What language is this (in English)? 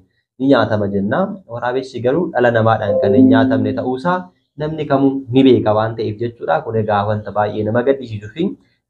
Oromo